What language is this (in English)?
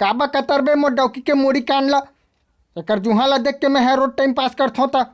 Chhattisgarhi